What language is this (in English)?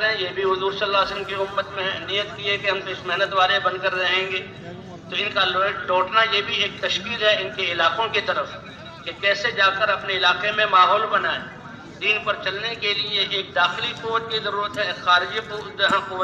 Urdu